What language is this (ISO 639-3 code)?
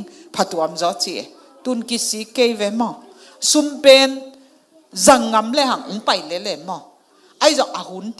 ctd